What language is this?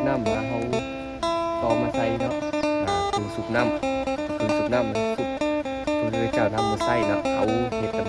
Lao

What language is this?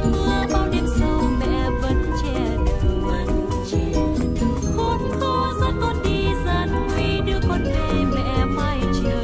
Vietnamese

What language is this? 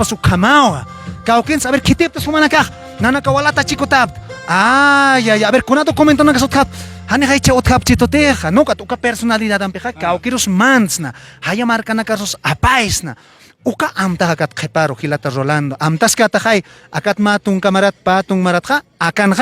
Aymara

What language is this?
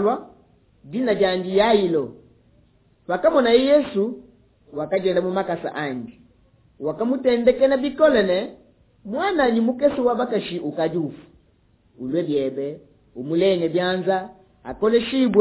Luba-Lulua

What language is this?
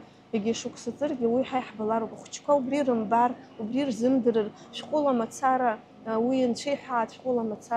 Abkhazian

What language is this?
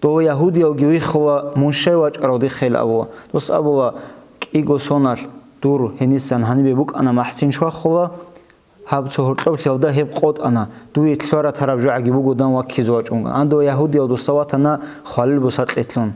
Avaric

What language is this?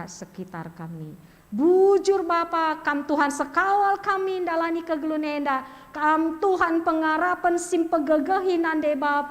Batak Karo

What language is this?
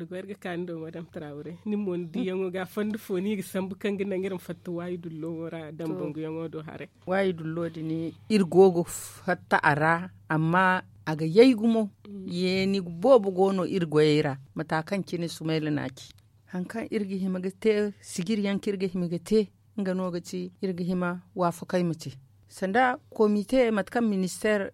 Zarma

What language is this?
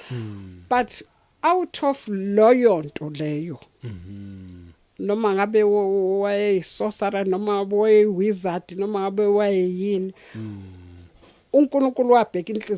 Zulu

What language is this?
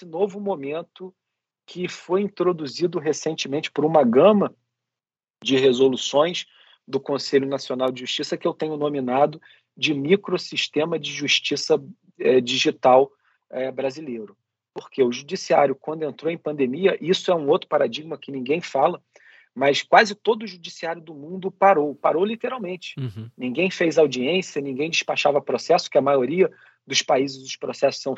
Portuguese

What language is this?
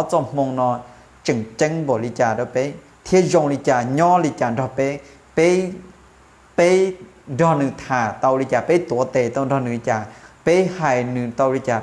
Hmong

